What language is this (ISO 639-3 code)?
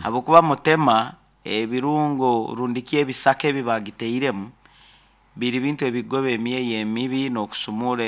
nyn